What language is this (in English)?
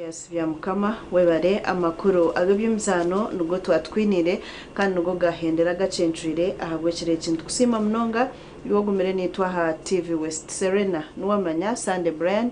Nyankole